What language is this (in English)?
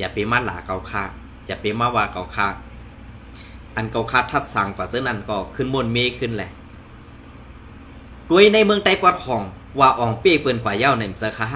Shan